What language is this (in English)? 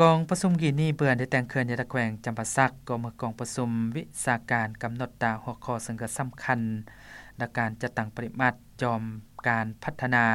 Lao